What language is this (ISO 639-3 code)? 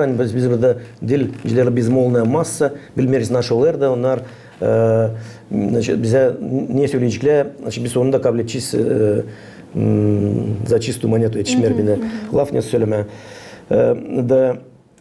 gag